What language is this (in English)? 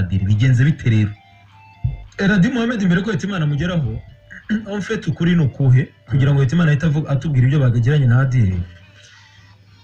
Kinyarwanda